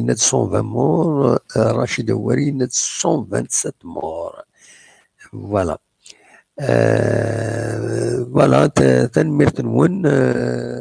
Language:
Kabyle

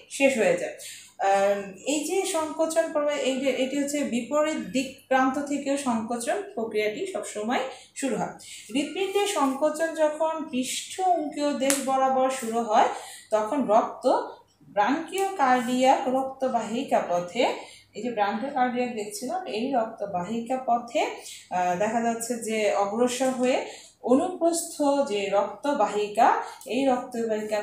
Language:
Bangla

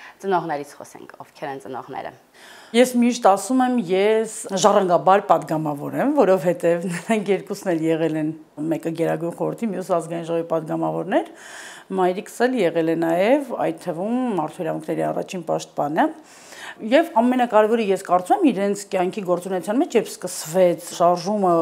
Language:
Armenian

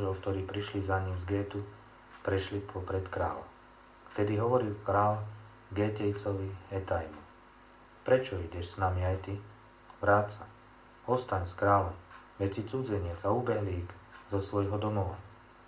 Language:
Slovak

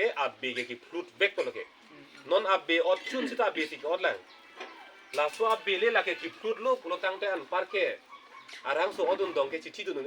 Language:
Karbi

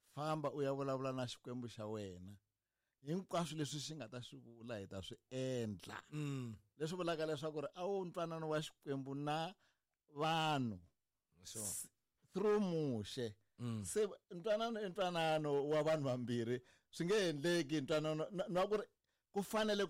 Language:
Tsonga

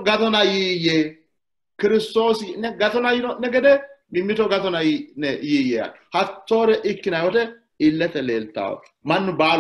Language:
Sidamo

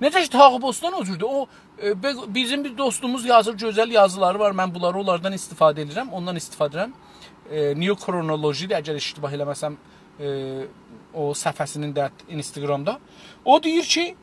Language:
South Azerbaijani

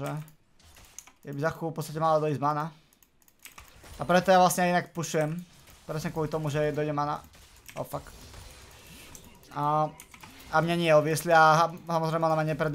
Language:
Slovak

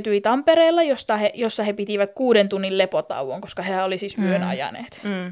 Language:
Finnish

